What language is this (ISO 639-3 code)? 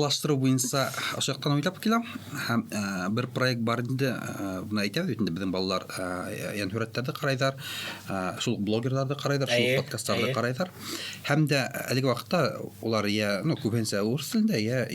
bak